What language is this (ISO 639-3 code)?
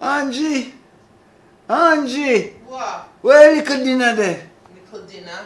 jam